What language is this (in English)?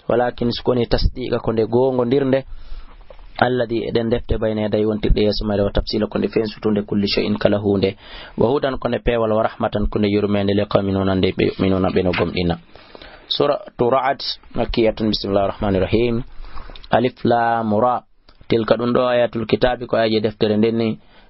Fula